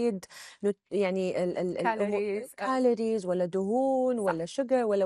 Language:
Gulf Arabic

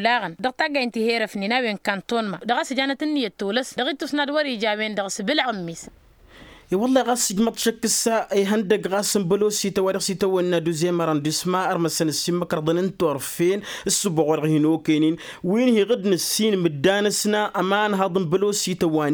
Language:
Tamasheq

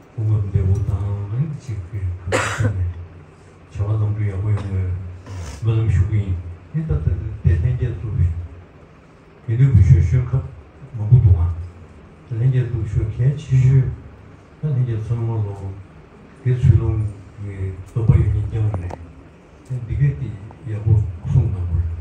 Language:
Tibetan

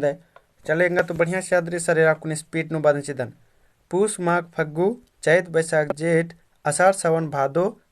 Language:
Kurukh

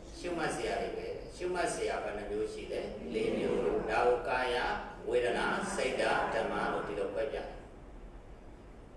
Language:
Burmese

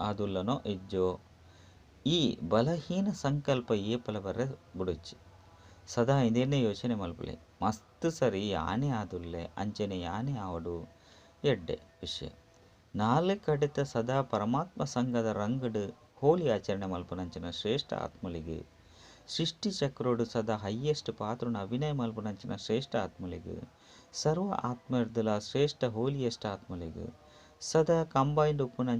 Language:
Tulu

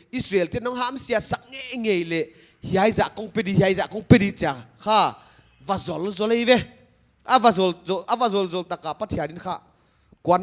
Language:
Paite Chin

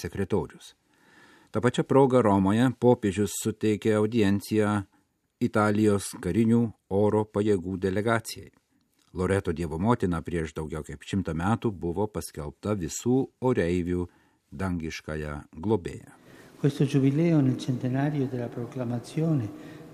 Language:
Lithuanian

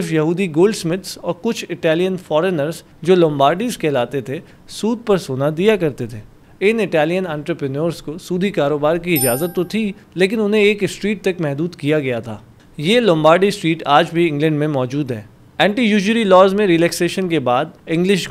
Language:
Hindi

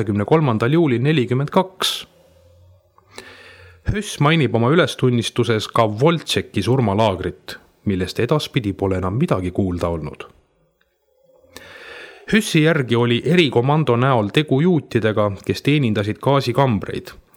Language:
Estonian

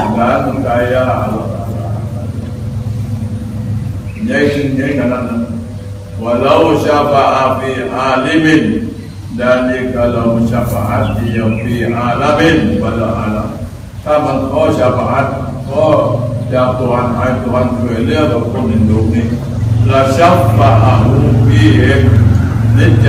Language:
Malay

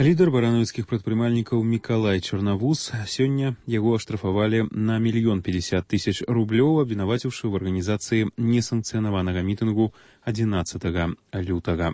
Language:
Belarusian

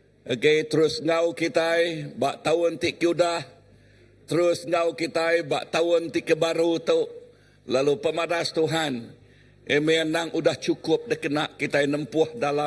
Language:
Iban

